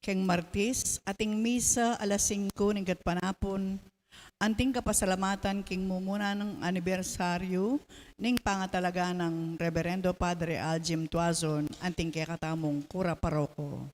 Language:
Pampanga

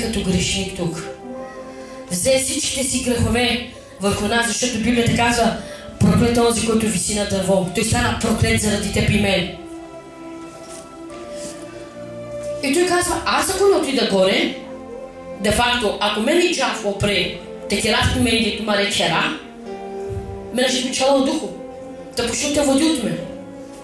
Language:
Bulgarian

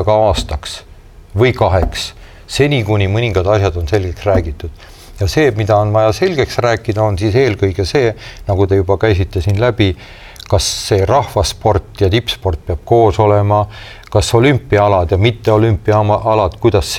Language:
Estonian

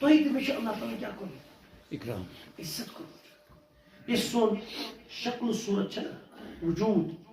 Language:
Kashmiri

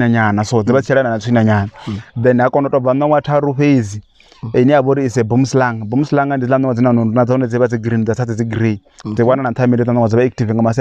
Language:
Venda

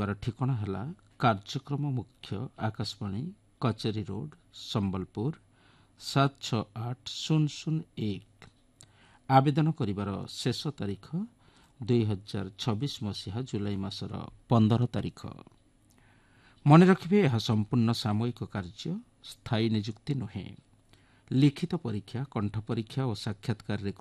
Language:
Odia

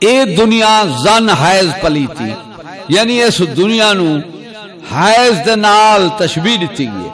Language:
Saraiki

